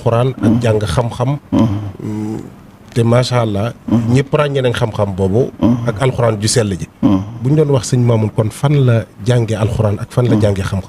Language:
Wolof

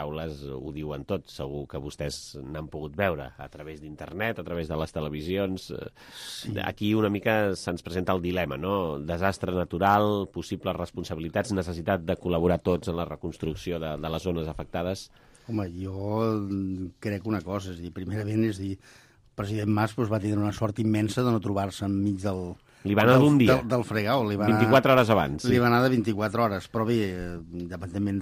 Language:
Catalan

